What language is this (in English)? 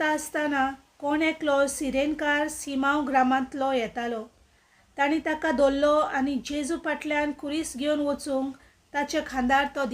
Konkani